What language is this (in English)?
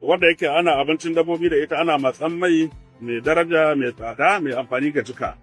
Hausa